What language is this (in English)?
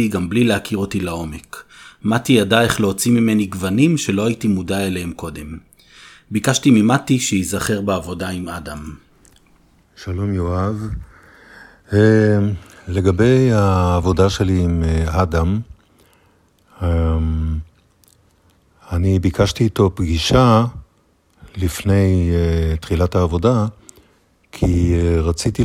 Hebrew